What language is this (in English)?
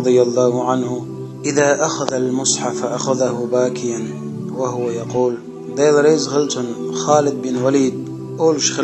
Chechen